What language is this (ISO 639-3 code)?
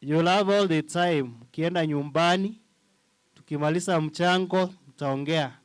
guz